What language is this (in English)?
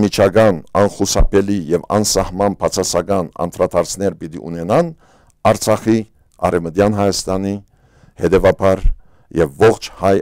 Western Armenian